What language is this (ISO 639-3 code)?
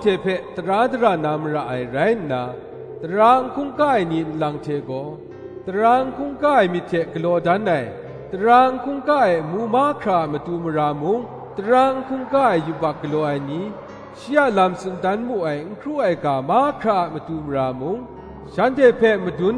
kac